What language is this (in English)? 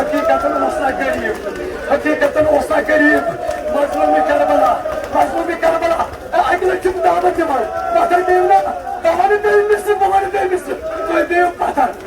Kashmiri